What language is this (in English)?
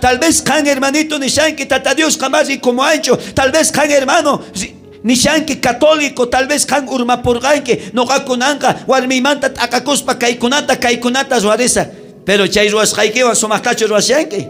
South Bolivian Quechua